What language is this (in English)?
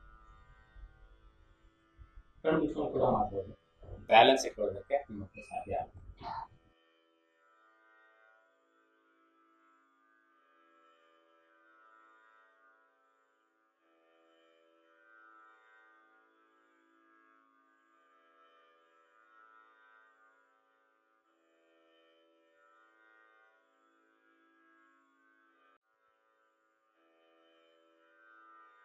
Kannada